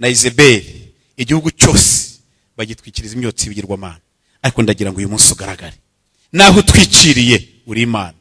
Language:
Kinyarwanda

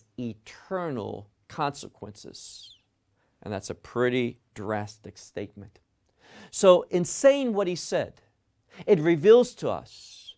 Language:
English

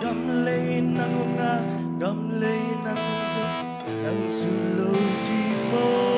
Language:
Tedim Chin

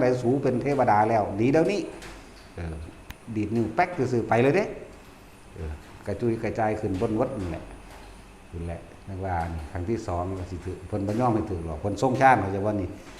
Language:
Northeastern Thai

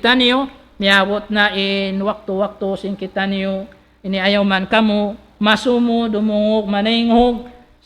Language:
Tausug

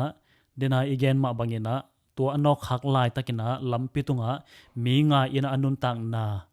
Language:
Tedim Chin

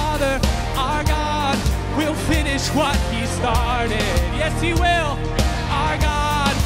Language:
English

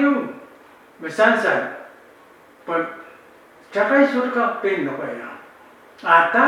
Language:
Pohnpeian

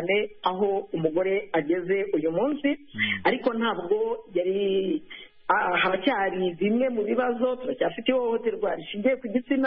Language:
Kinyarwanda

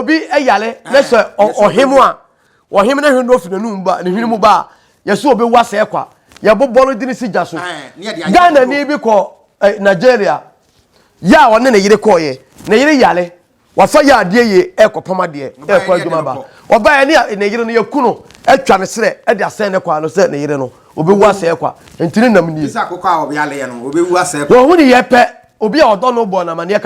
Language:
Akan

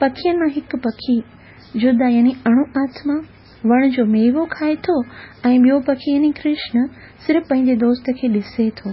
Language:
Sindhi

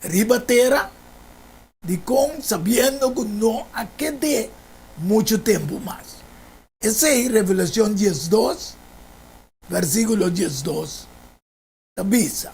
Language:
Papiamento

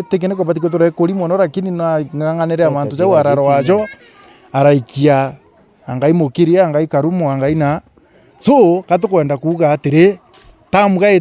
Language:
Meru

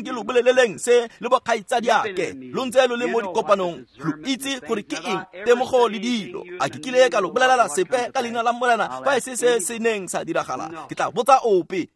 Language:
Tswana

